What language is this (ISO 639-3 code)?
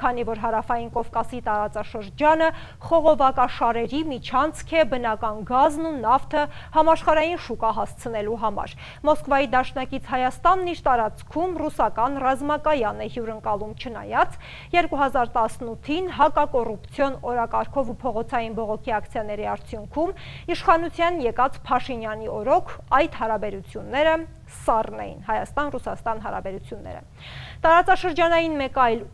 hye